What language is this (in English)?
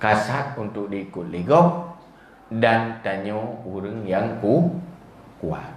Achinese